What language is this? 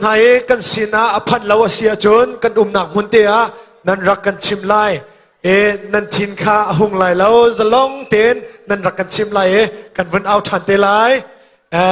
Hakha Chin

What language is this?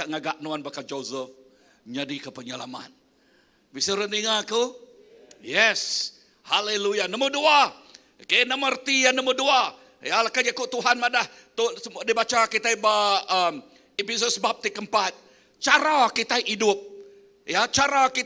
Iban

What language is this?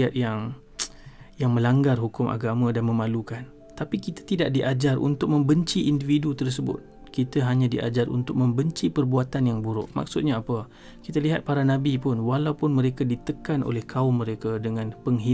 Malay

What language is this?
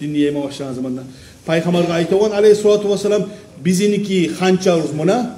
Kumyk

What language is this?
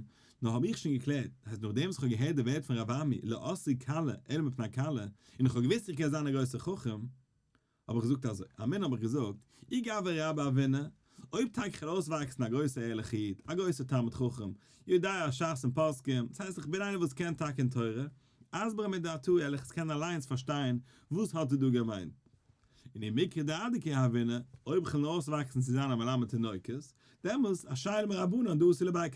Yiddish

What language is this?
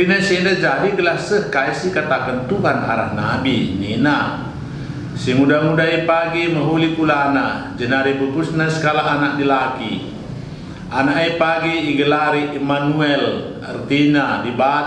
Batak Karo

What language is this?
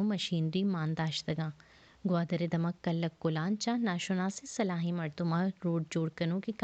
Baluchi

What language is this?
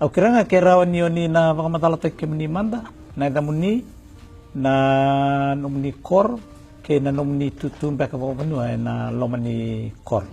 Fijian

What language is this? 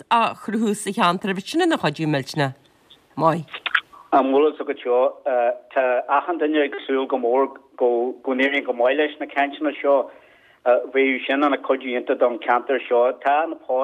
Irish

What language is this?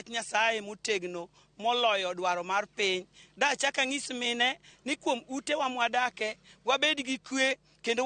Luo (Kenya and Tanzania)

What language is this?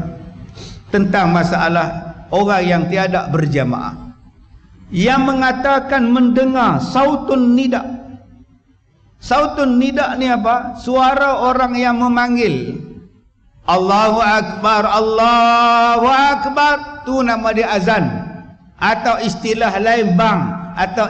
Malay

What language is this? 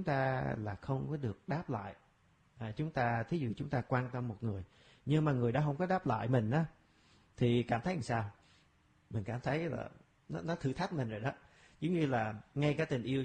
Vietnamese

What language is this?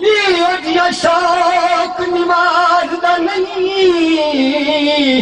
Saraiki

